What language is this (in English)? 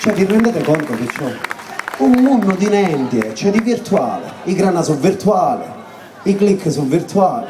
Sicilian